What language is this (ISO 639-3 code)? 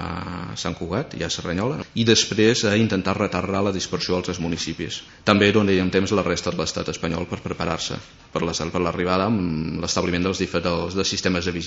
cat